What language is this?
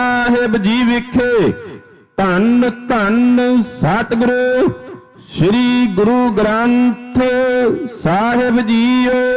Punjabi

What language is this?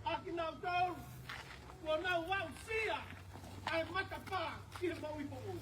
Tongan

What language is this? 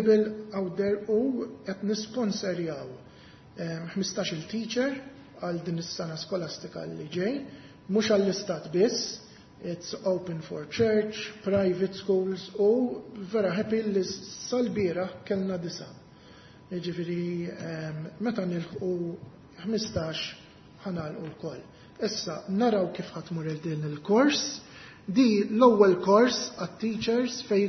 Maltese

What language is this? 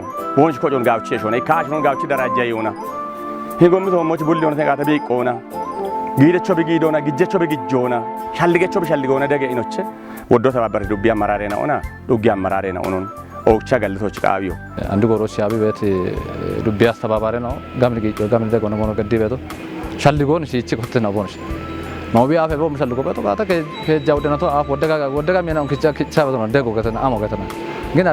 Kafa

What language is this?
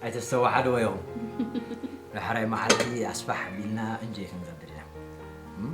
Tigrinya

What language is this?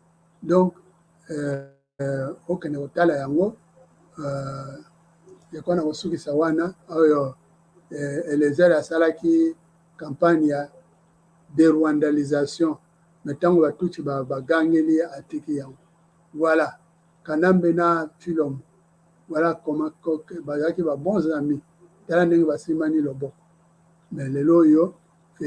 Lingala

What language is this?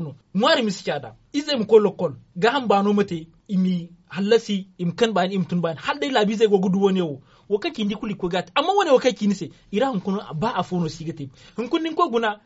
Zarma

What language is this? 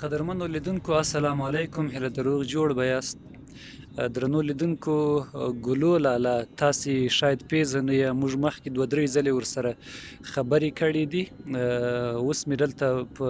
Pashto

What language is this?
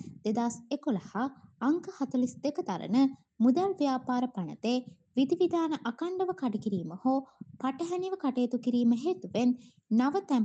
Sinhala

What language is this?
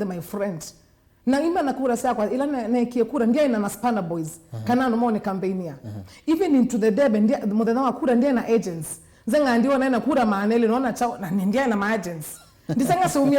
Kamba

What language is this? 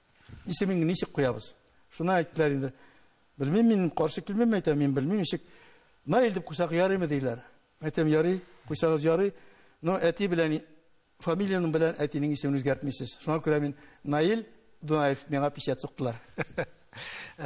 Tatar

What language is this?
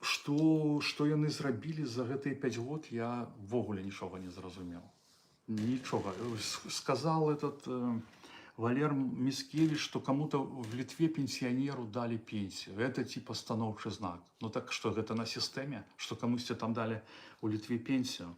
Belarusian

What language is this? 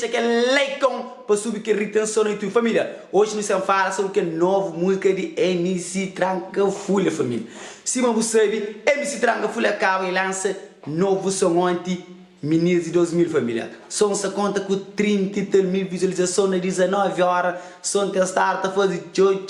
Kabuverdianu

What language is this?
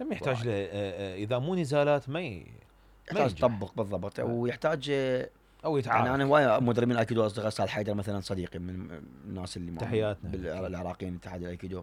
Mesopotamian Arabic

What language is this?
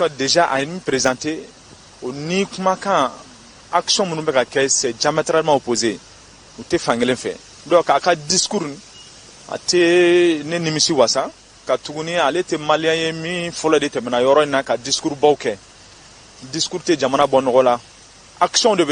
Bambara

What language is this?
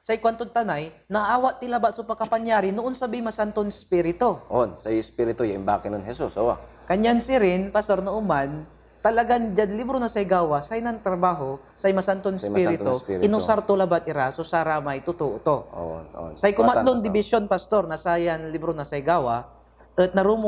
Pangasinan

